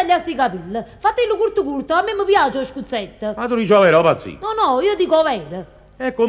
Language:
Neapolitan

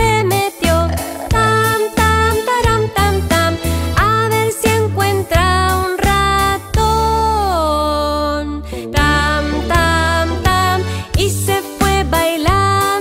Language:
Spanish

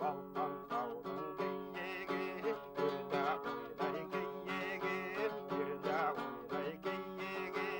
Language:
Bashkir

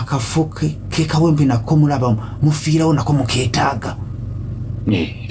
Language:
Ganda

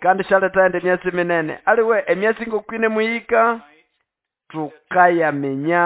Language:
Nande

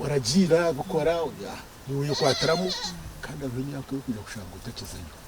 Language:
Nyankole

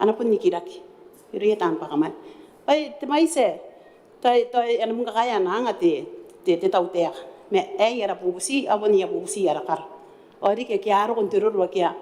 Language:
Gilbertese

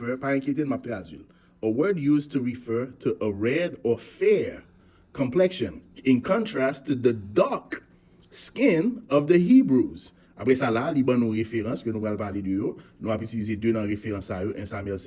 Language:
Haitian Creole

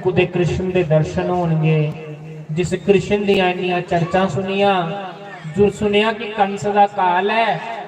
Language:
Dogri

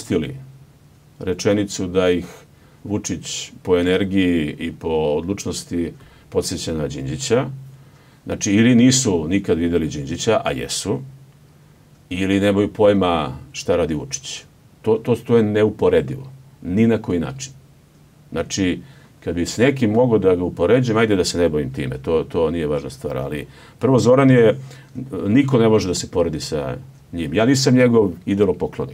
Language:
Serbian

